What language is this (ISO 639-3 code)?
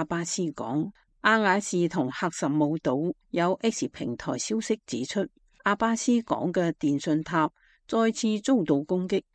yue